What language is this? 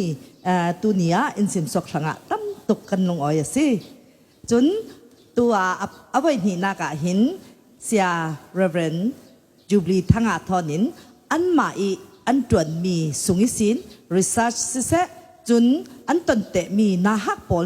Falam Chin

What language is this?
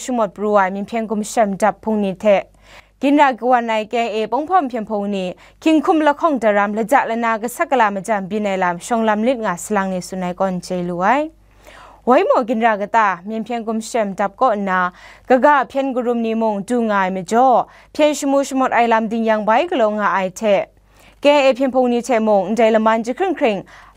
Kachin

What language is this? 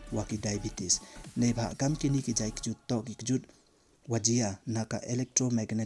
Pnar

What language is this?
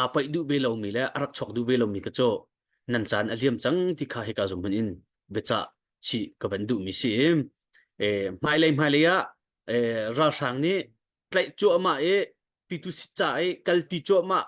Hakha Chin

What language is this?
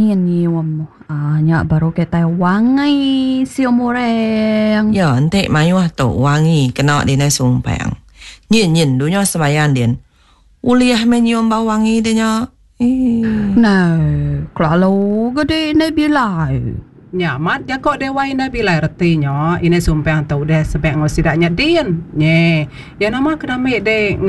Iban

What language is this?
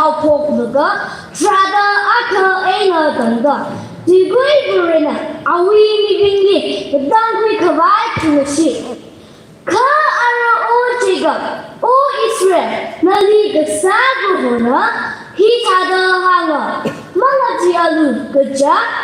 Tangkhul Naga (India)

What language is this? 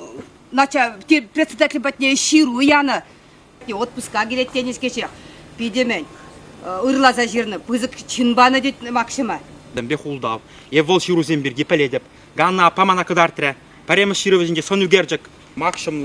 Chuvash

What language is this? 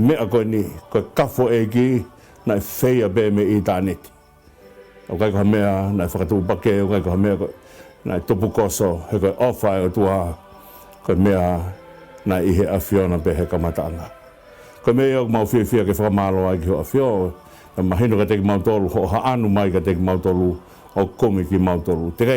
Tongan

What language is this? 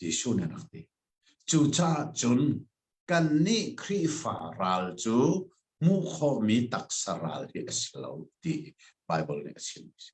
Hakha Chin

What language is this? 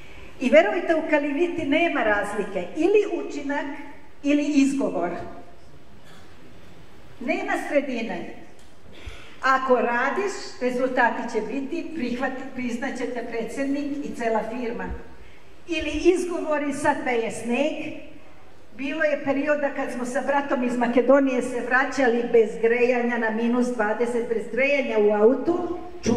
Serbian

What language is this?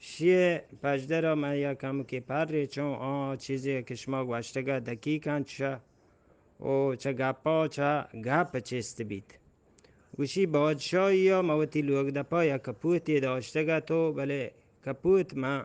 Eastern Balochi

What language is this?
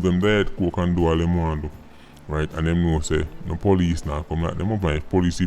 Jamaican Creole English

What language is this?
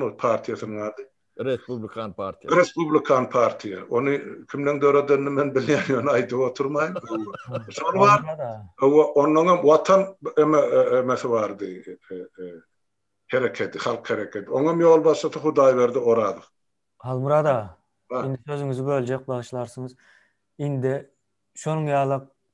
Turkmen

